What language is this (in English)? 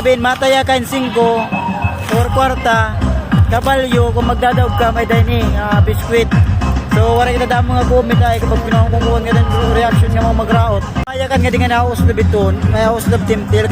Waray